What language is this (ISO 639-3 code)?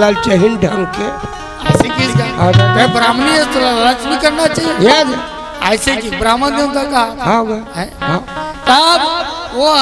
hne